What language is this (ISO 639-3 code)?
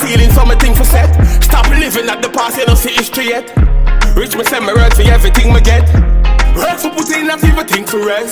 jam